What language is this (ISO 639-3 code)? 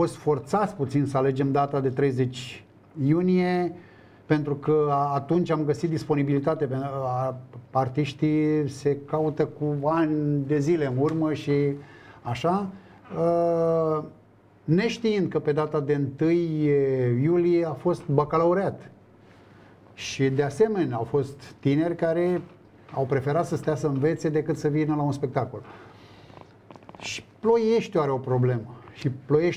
ron